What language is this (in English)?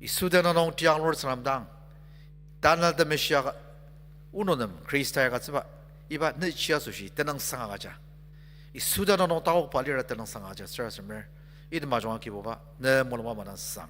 Ao Naga